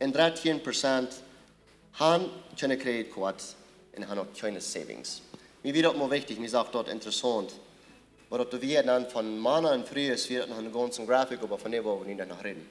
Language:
Plautdietsch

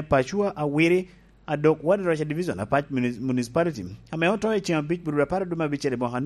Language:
Lango (Uganda)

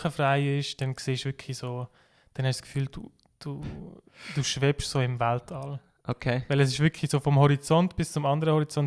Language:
Swiss German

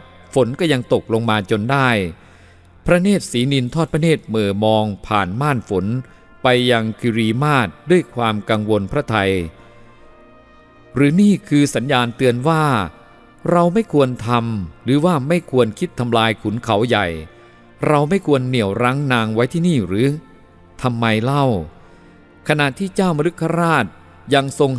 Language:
Thai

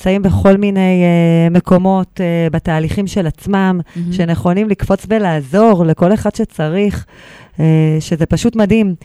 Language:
Hebrew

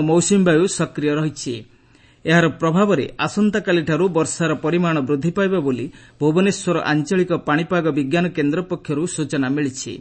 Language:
Odia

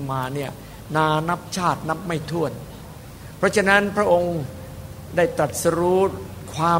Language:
Thai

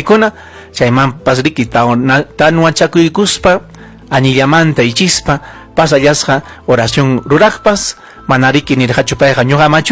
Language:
Ayacucho Quechua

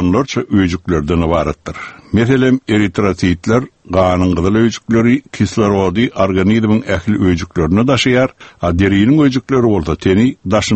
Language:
Turkmen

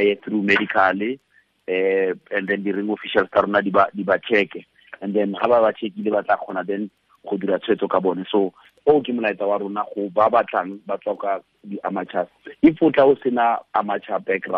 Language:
Tswana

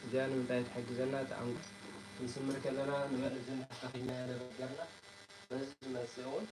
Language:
Tigrinya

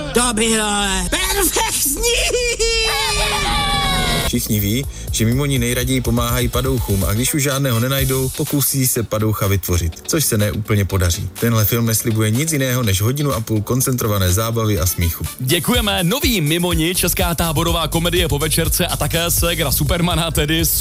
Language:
Czech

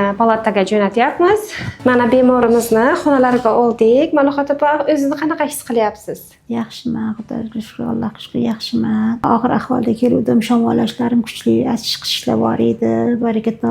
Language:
Uzbek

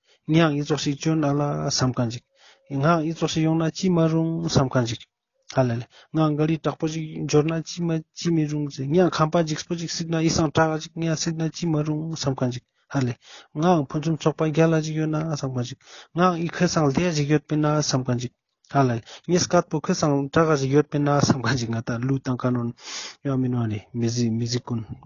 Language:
Ladakhi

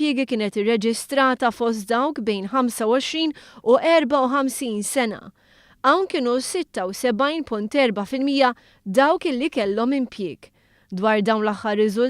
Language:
Maltese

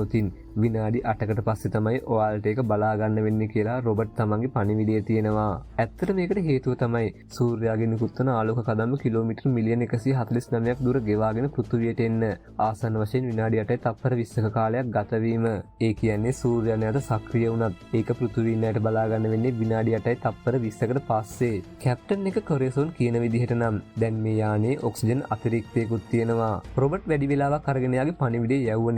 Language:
Sinhala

